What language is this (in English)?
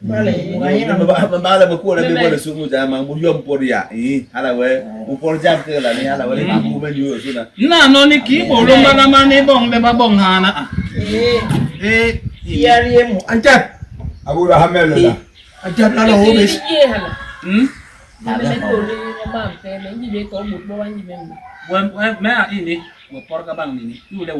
Basaa